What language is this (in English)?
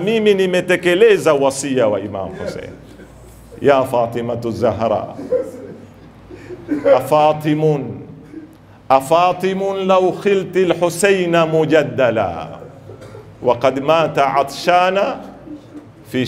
Swahili